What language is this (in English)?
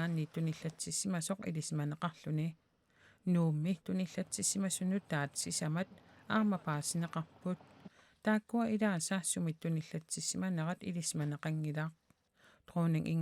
Kalaallisut